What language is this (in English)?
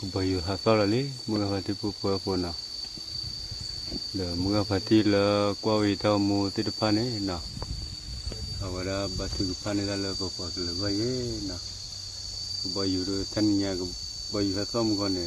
S'gaw Karen